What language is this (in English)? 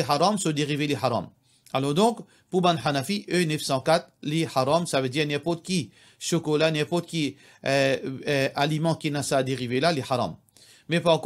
Morisyen